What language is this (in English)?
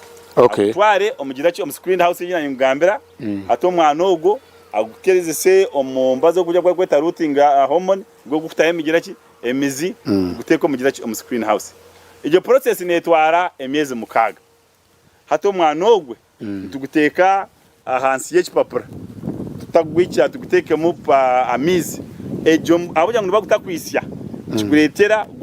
Nyankole